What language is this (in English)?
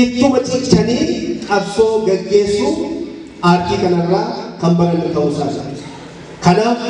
Oromo